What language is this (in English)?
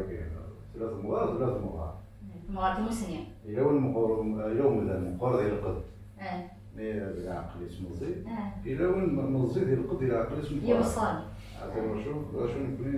Kabyle